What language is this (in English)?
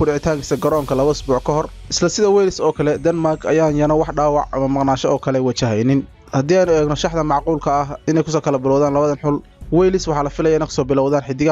Somali